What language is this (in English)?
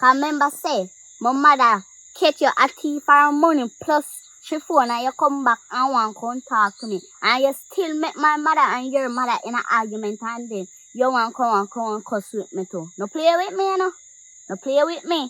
Jamaican Creole English